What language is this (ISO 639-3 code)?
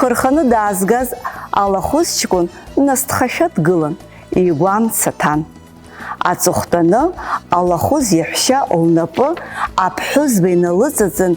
abk